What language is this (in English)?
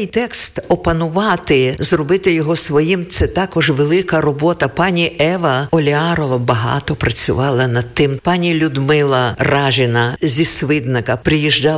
Ukrainian